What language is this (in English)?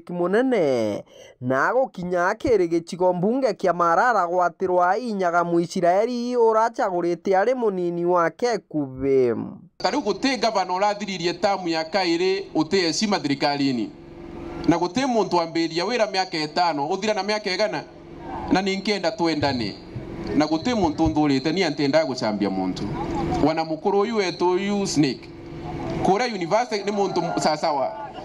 Meru